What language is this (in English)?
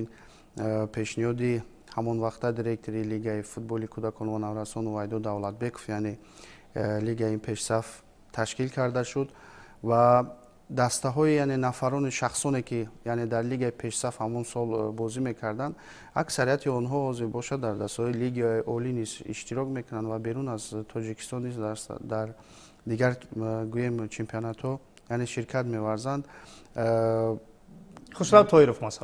Tajik